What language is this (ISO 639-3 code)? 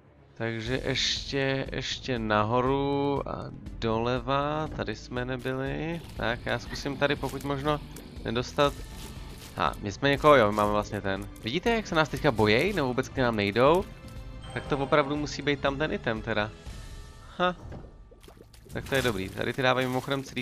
ces